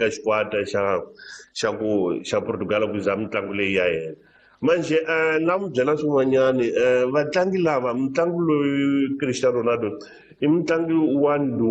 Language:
Tsonga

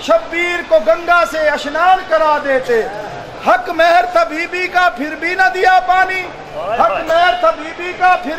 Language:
Urdu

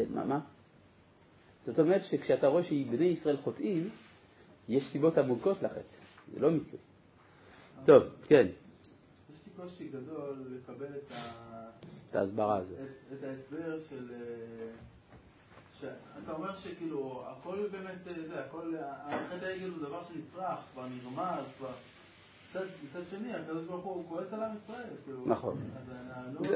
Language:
Hebrew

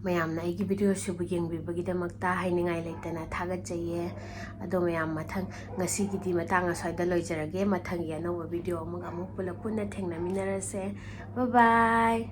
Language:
Manipuri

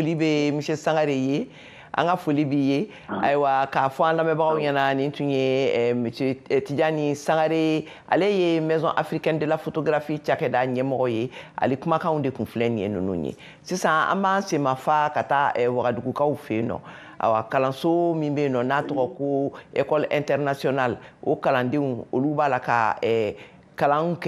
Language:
Bambara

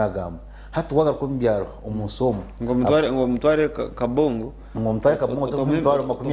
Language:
Nyankole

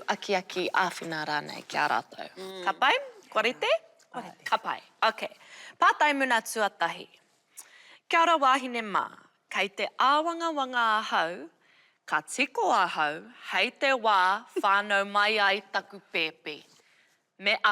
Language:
Māori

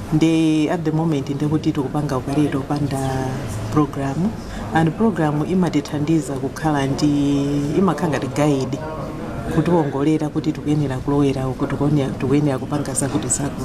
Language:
Nyanja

